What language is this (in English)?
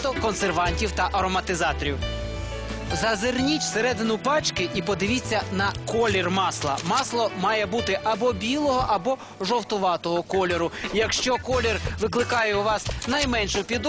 Ukrainian